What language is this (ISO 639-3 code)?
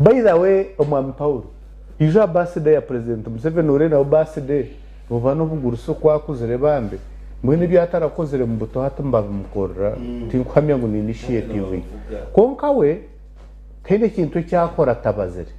nyn